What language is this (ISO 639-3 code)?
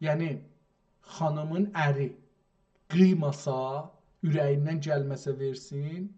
azb